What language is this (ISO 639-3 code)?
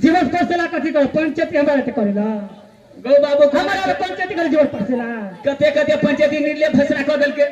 mai